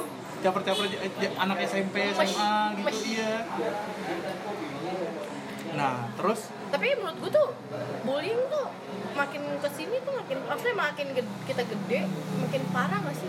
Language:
Indonesian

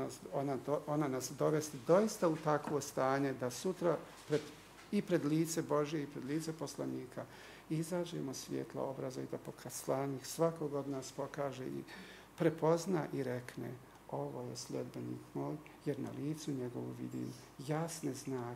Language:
Bosnian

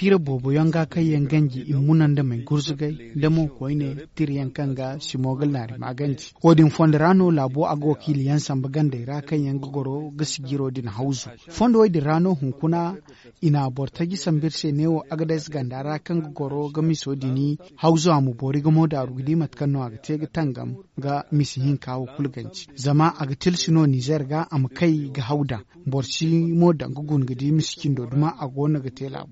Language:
Zarma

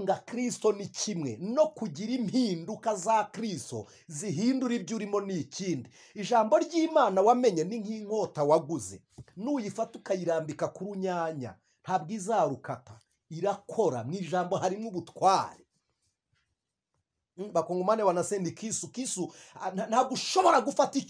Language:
Kinyarwanda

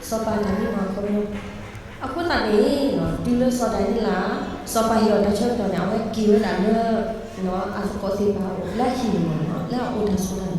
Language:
S'gaw Karen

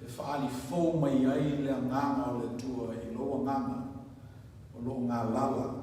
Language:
Samoan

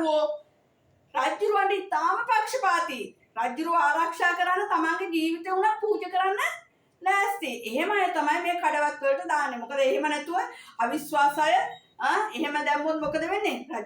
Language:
Sinhala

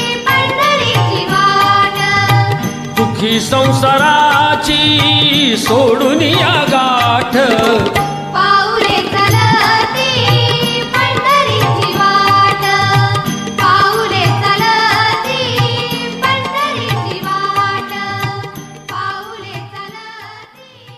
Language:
Marathi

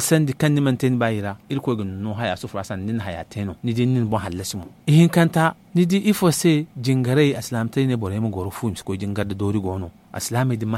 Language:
Zarma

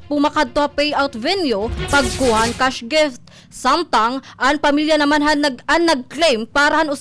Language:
Waray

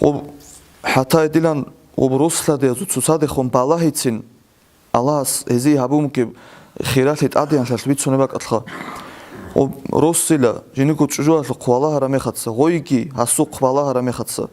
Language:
Avaric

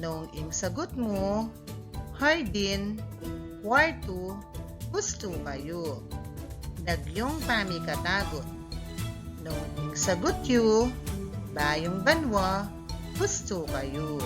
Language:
Pampanga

